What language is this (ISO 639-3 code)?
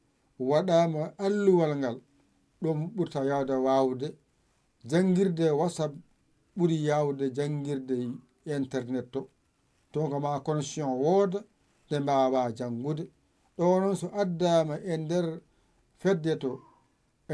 ful